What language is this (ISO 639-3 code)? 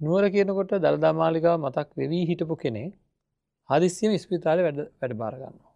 sin